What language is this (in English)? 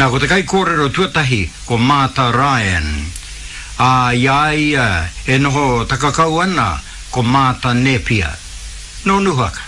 Māori